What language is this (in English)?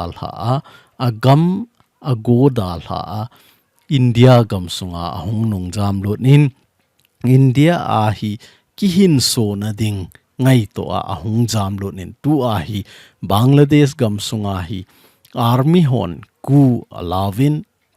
Thado Chin